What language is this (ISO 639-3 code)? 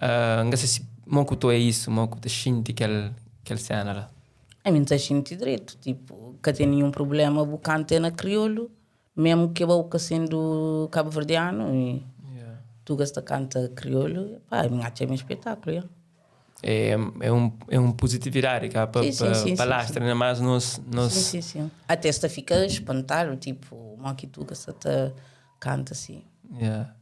kea